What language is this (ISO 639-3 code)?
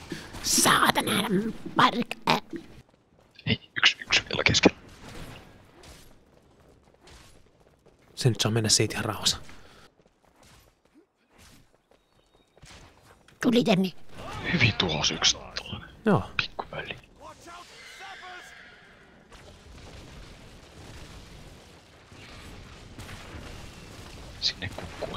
fin